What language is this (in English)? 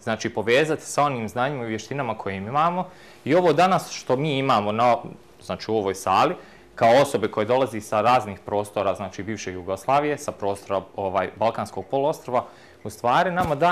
Bosnian